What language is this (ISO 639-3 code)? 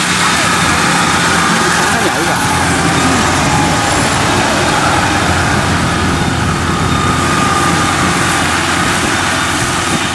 vie